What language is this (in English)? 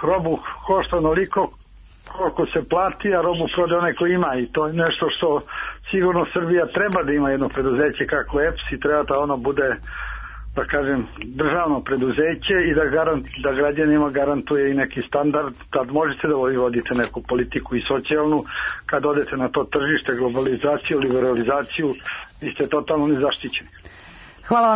Serbian